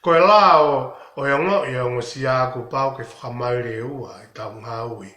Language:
Tongan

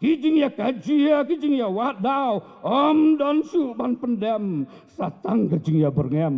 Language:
Khasi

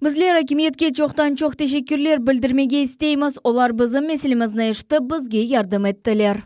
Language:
Crimean Tatar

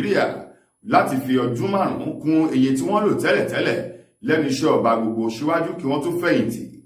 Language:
Yoruba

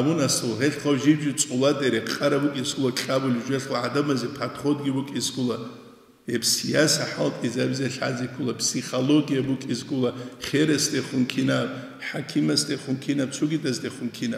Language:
Avaric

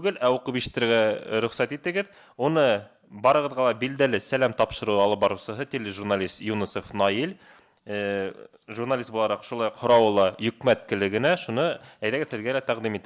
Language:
Bashkir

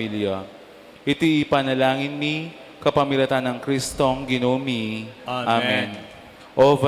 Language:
Pampanga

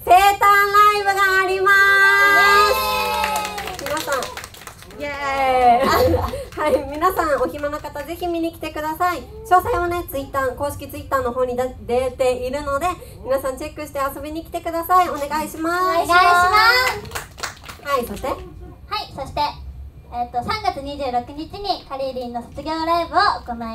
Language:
Japanese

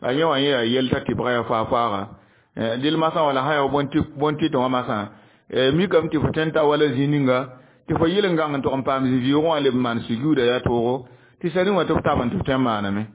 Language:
Mossi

